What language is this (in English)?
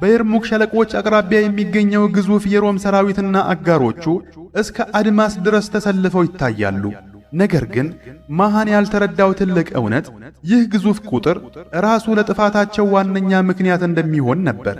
Amharic